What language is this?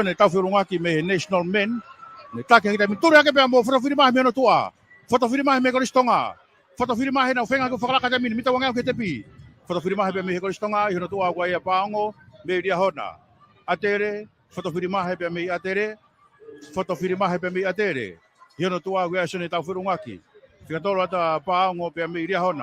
Tongan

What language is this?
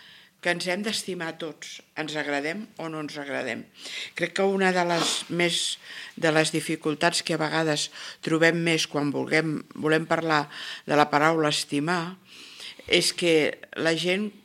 Catalan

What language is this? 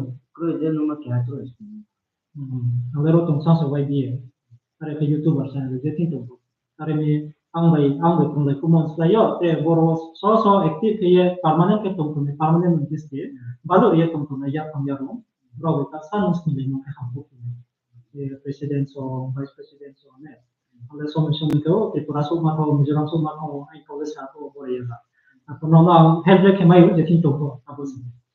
Riang (India)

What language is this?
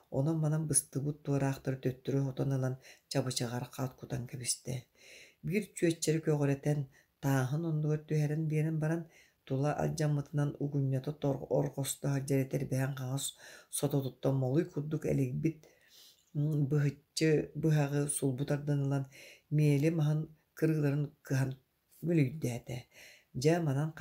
Yakut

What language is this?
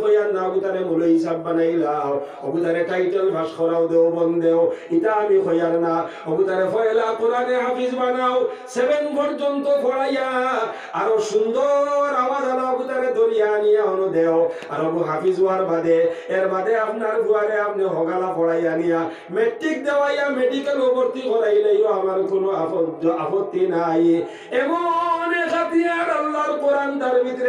Sylheti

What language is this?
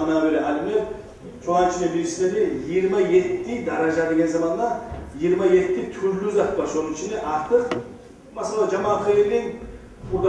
Kumyk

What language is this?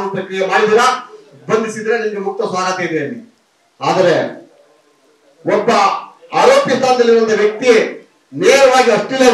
Kannada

